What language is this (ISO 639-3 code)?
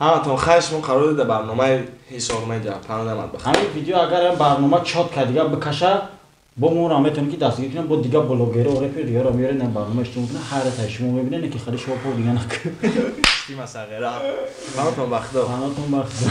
tgk